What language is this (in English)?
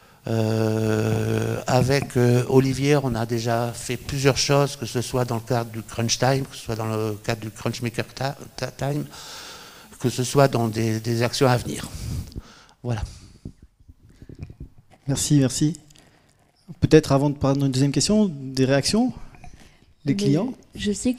French